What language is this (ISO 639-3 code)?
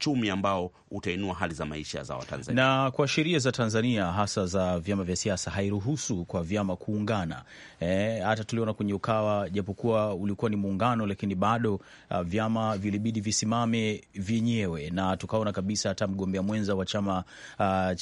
swa